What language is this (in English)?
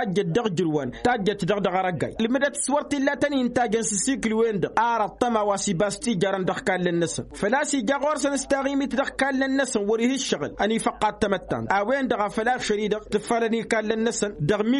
Tamasheq